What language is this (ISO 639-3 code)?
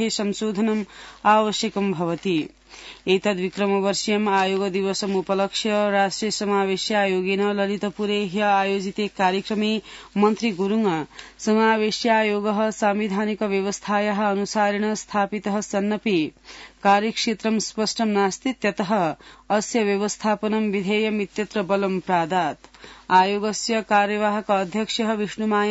san